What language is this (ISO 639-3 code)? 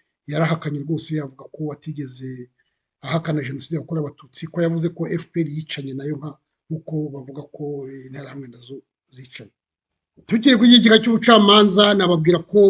kin